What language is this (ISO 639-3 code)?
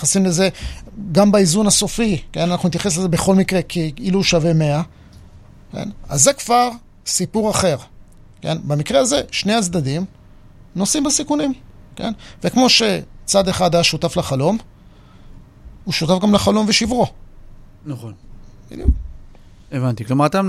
heb